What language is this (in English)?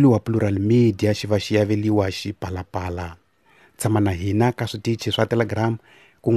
Tsonga